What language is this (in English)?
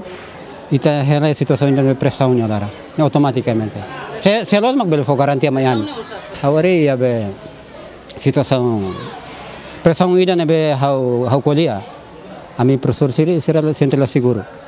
Tetum